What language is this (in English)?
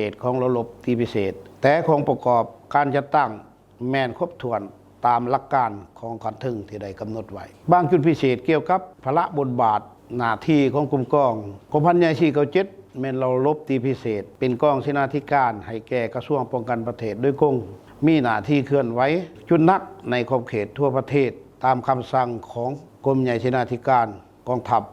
Lao